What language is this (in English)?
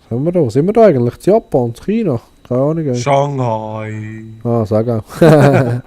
Swiss German